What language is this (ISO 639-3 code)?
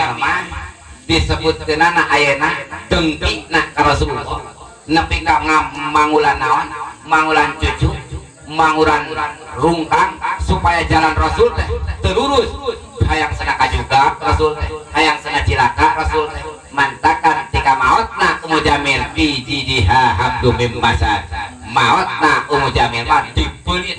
sun